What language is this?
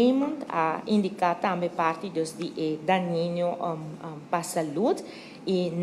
Papiamento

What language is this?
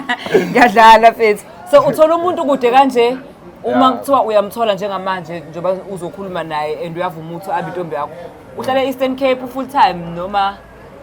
Zulu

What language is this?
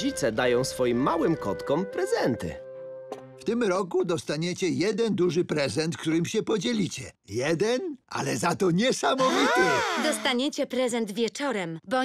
Polish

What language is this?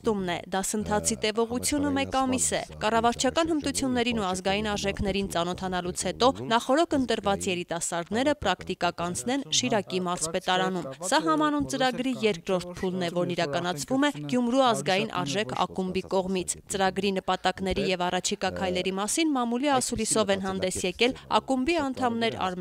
Armenian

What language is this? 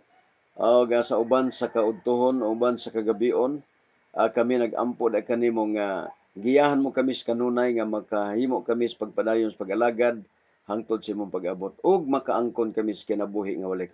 Cebuano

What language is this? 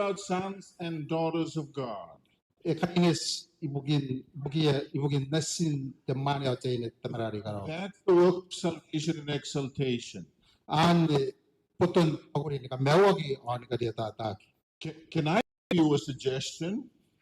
Gilbertese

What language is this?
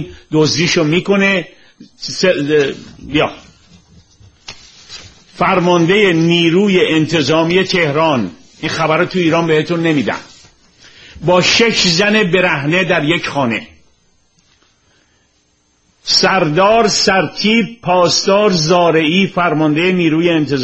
Persian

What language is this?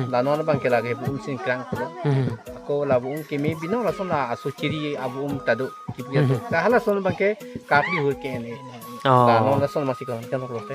Karbi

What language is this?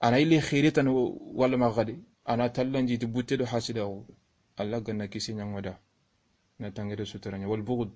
Soninke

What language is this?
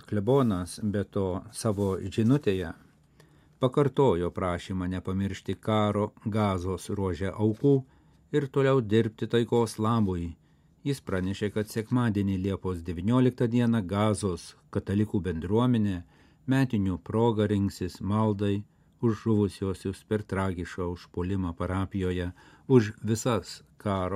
Lithuanian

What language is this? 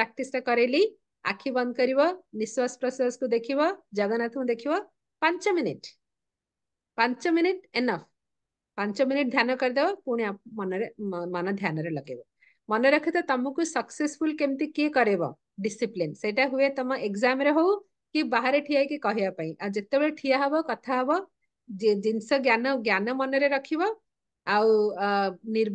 Odia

